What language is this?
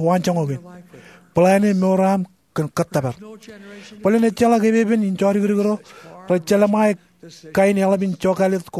Marshallese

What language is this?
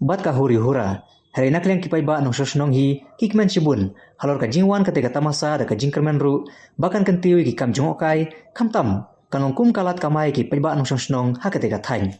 Khasi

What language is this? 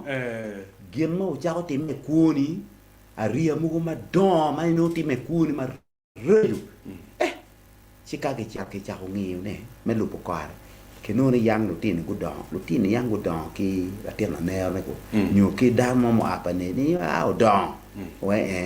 Acoli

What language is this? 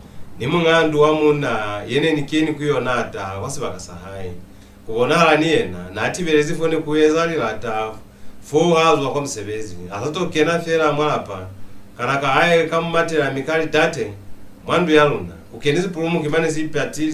Lozi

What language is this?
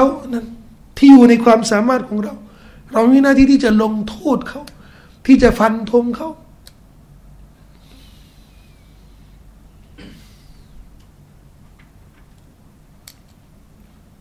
Thai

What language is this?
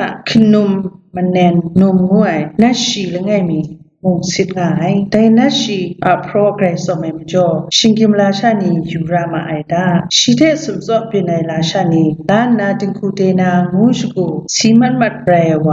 Kachin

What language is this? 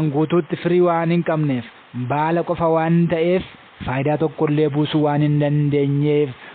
Oromo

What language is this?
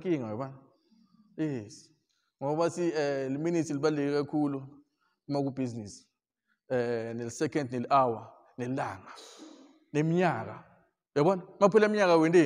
Zulu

